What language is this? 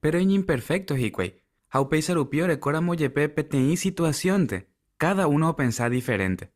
Guarani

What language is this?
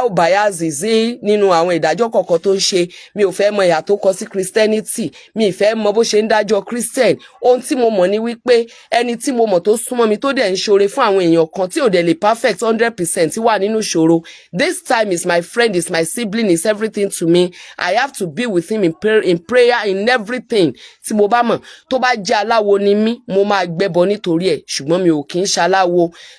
Yoruba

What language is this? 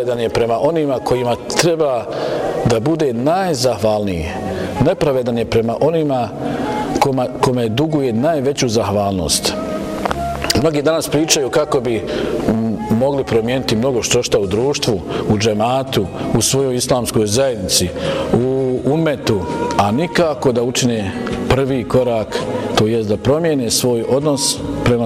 Bosnian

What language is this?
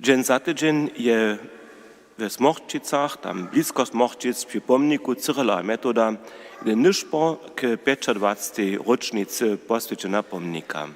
Upper Sorbian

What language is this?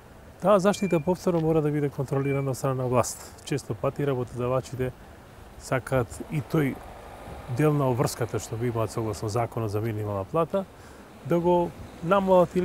Macedonian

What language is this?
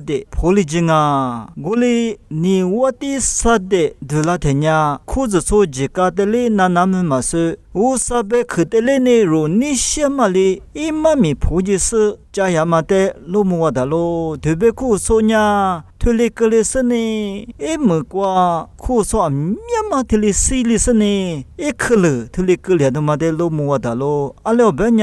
Lisu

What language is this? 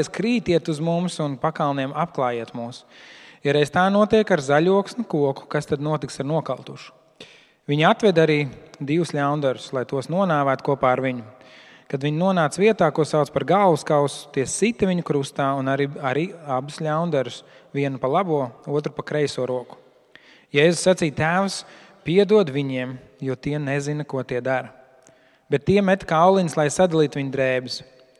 Latvian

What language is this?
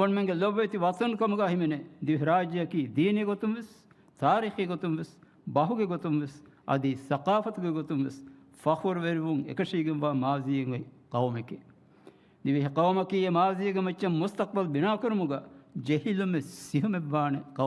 Divehi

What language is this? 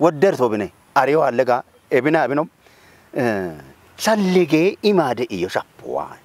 Kafa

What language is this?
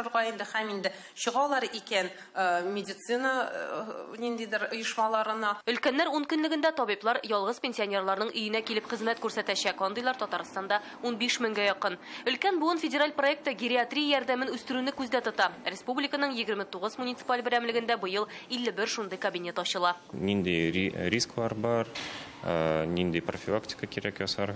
Tatar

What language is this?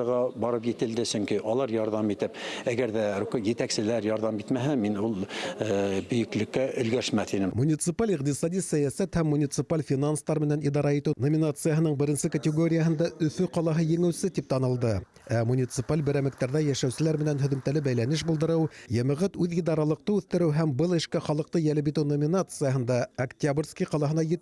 Bashkir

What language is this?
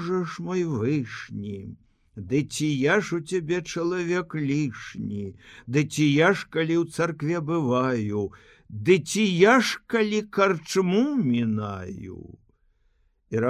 Belarusian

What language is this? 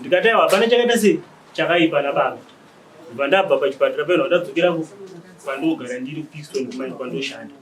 Shona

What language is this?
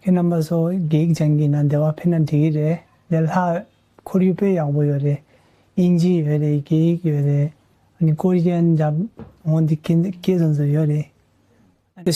Tibetan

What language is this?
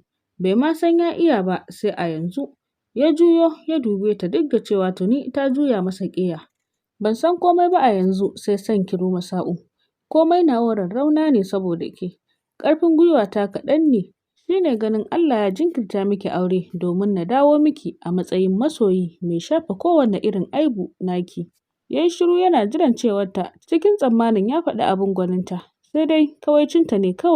Hausa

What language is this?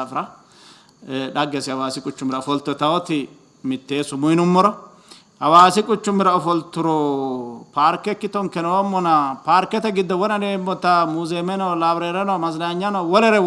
Sidamo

